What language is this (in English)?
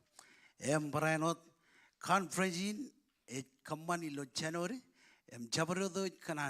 Marshallese